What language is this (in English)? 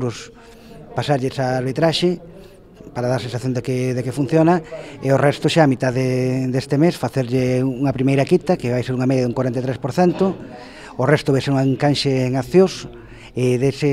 Galician